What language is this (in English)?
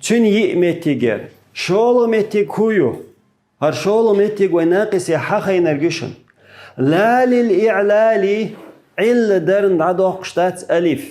Chechen